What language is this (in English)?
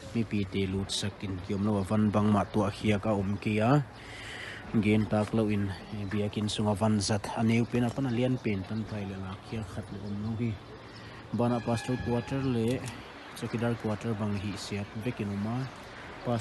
Tedim Chin